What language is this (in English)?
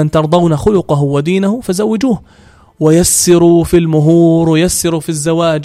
North Levantine Arabic